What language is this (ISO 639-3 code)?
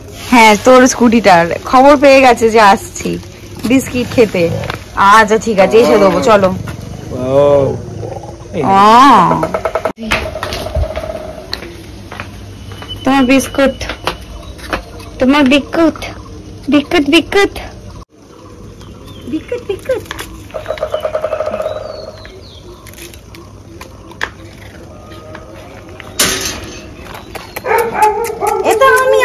ben